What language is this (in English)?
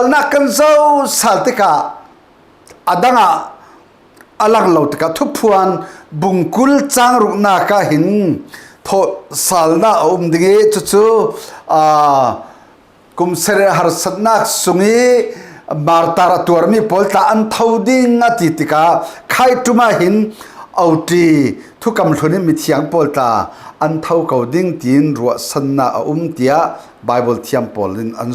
Falam Chin